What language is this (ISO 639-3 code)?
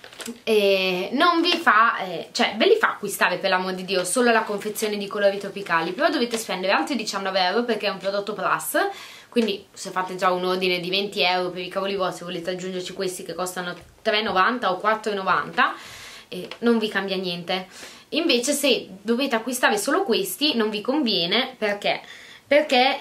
ita